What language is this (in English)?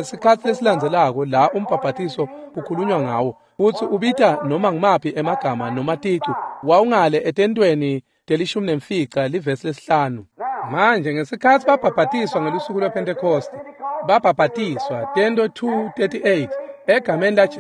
Swati